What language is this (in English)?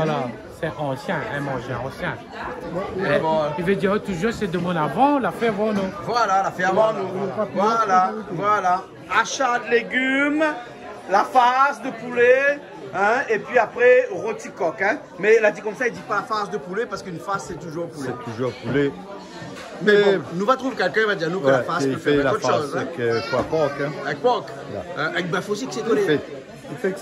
Réunion Creole French